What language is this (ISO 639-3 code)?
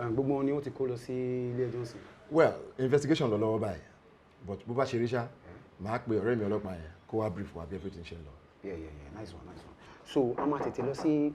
yor